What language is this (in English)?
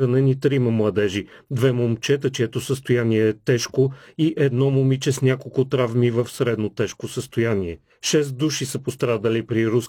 Bulgarian